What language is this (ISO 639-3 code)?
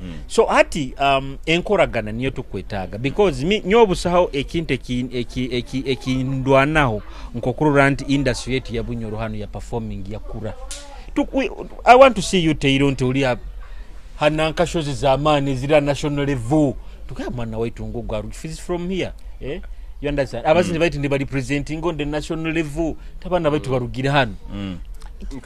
nyo